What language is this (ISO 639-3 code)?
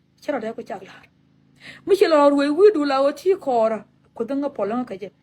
nus